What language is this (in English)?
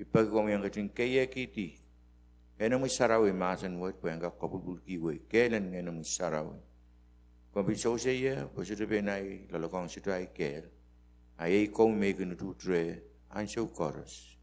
Pohnpeian